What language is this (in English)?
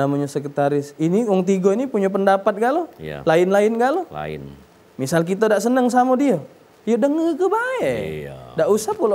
Musi